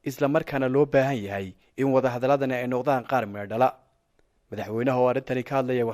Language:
Somali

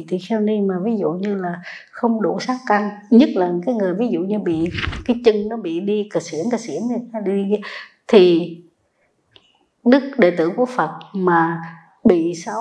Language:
Vietnamese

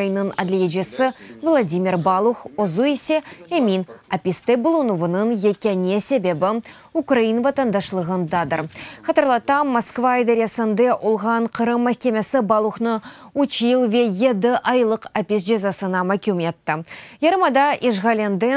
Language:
Crimean Tatar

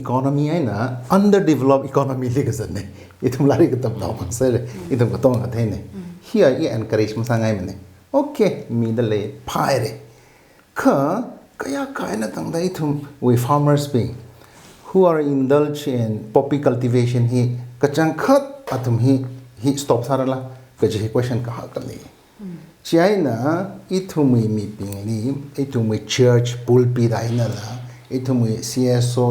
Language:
Tangkhul Naga (India)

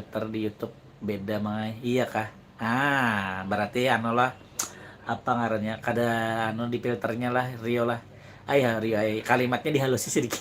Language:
Banjar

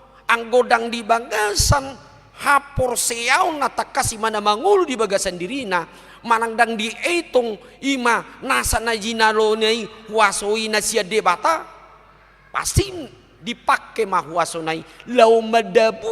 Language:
Batak Toba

